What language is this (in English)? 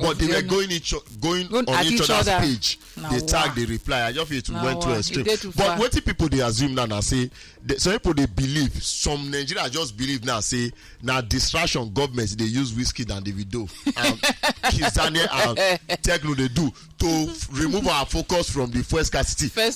Nigerian Pidgin